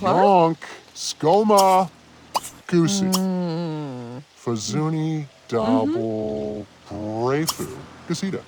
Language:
Bavarian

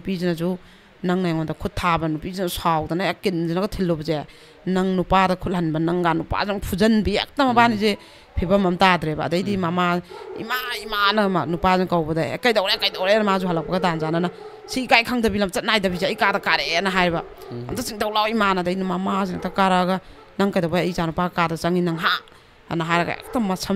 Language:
Manipuri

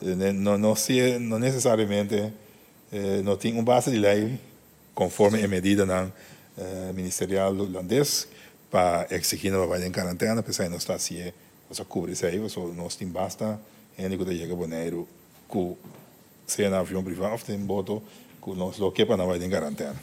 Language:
Papiamento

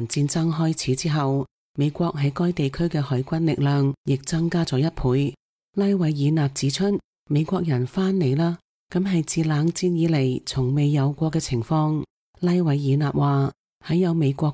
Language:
Cantonese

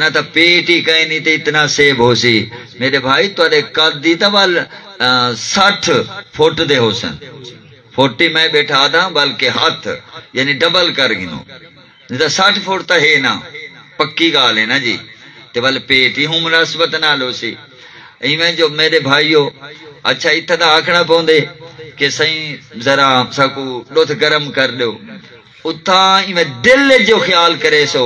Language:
Saraiki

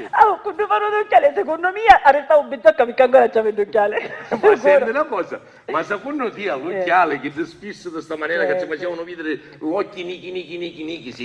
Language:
Sicilian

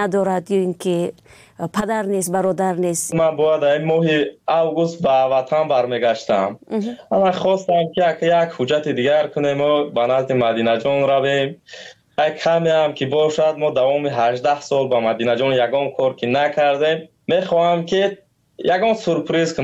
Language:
Tajik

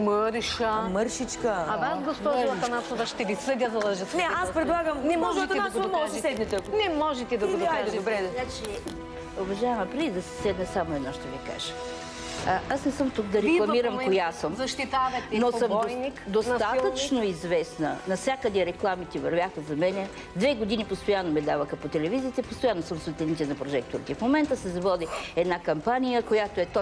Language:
Bulgarian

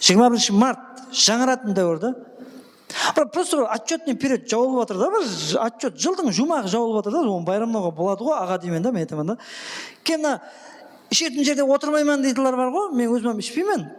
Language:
Kara-Kalpak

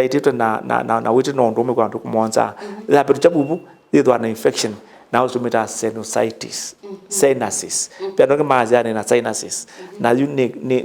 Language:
Kamba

